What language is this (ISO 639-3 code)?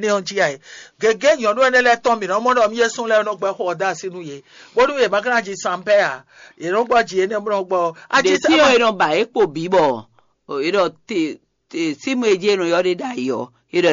fon